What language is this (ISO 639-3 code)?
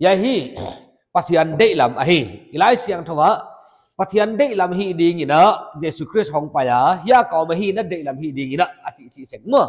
pck